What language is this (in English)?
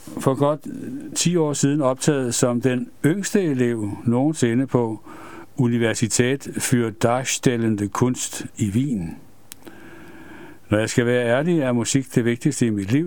Danish